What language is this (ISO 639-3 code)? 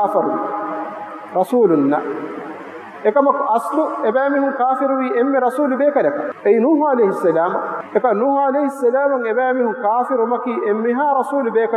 div